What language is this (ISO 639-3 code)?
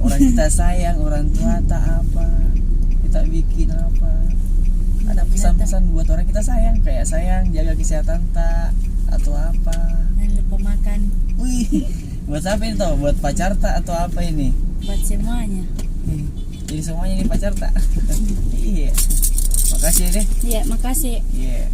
mfp